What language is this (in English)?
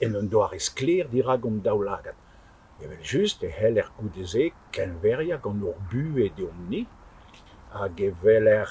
Breton